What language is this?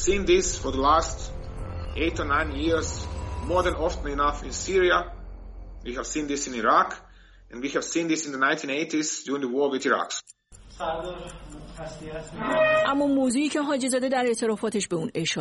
Persian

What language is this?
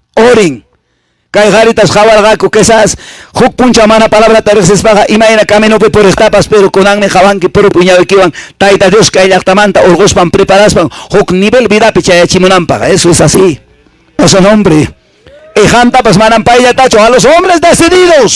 Quechua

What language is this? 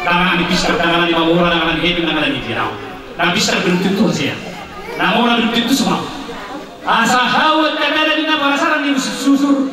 Batak Toba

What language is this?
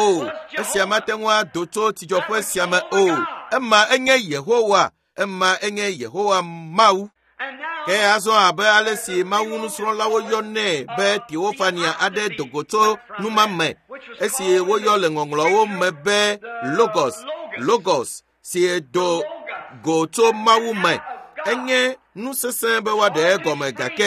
Ewe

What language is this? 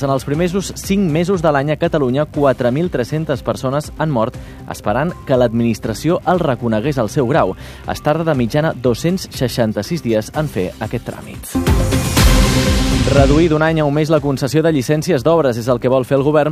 Catalan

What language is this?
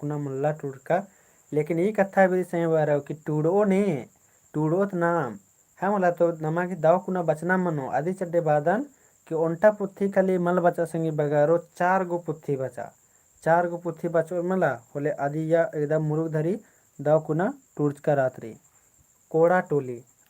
Kurukh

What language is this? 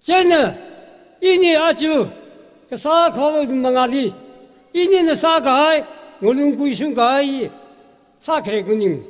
Tangkhul Naga (India)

